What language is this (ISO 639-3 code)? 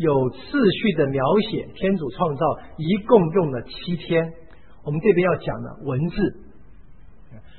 zho